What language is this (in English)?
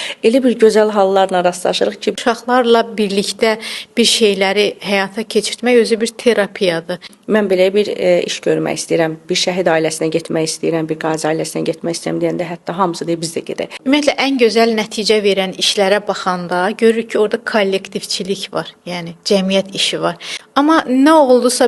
Azerbaijani